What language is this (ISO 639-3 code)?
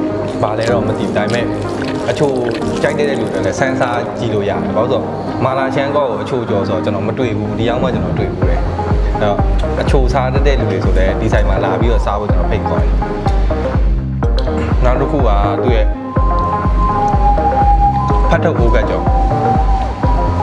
mya